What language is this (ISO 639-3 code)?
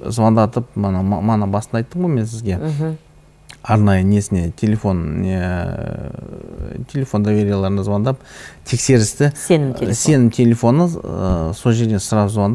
kaz